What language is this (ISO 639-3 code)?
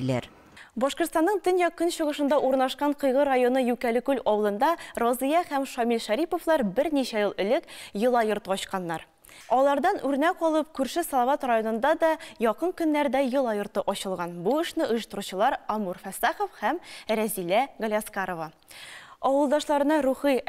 tat